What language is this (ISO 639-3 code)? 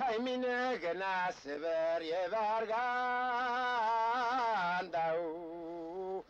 bak